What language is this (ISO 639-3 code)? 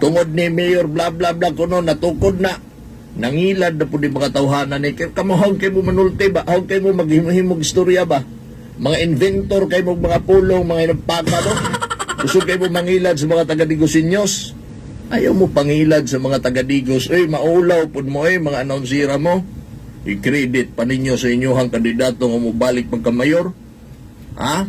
ceb